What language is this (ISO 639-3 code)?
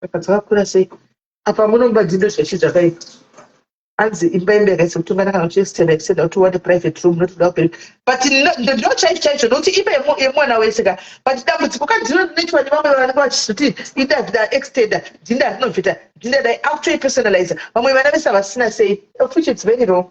sna